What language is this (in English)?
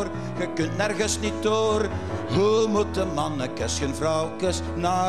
Dutch